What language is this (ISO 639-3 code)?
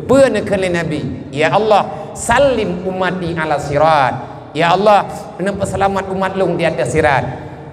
ace